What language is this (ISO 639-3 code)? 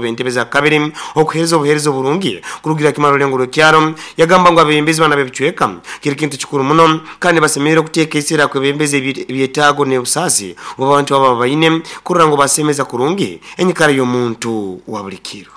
nyn